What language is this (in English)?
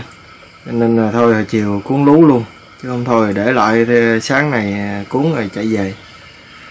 Vietnamese